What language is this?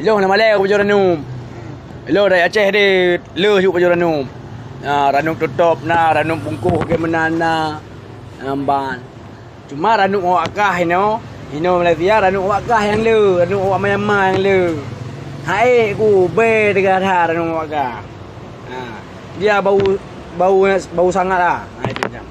Achinese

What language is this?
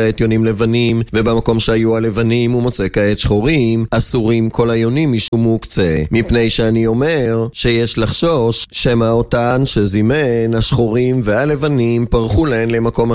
Hebrew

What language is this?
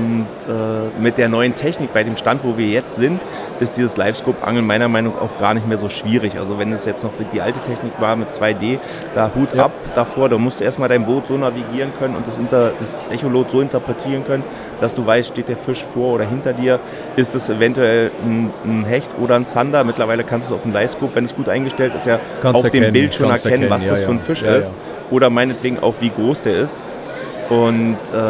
Swiss German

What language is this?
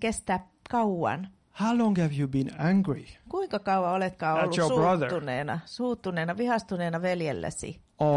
Finnish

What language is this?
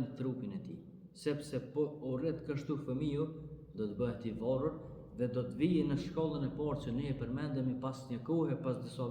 Albanian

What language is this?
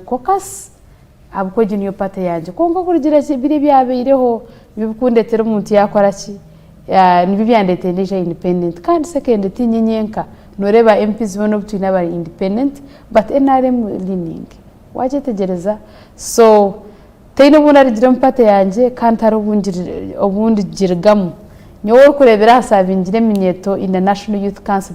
Nyankole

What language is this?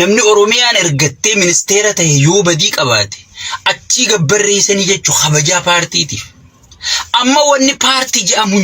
Oromo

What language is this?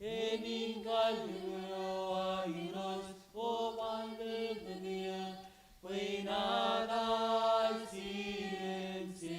Marshallese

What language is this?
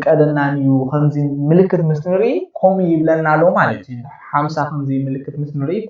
Tigrinya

